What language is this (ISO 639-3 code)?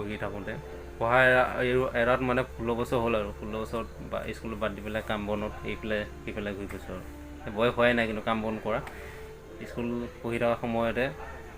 asm